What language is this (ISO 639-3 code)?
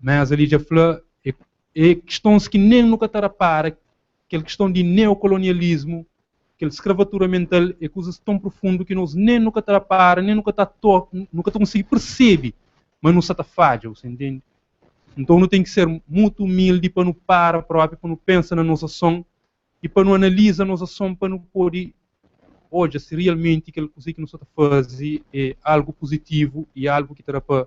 kea